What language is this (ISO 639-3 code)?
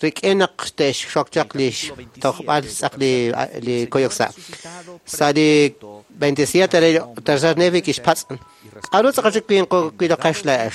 kek